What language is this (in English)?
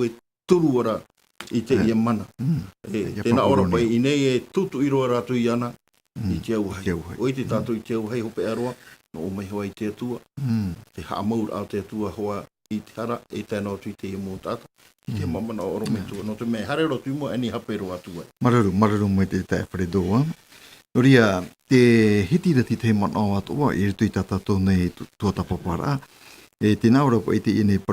Tahitian